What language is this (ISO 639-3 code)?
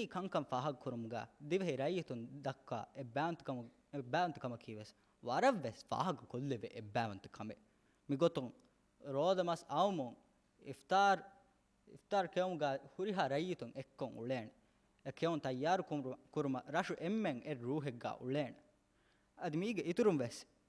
div